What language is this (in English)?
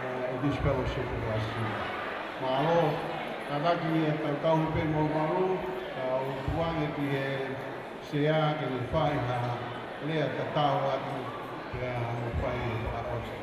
Tongan